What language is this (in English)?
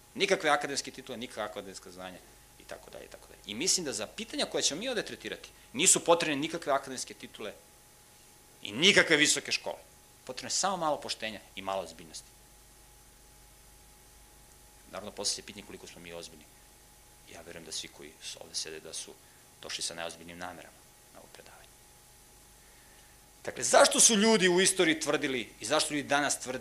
Serbian